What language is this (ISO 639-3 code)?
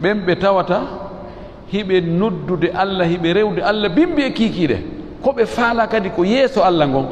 ful